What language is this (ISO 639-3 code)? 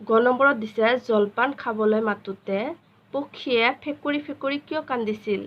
asm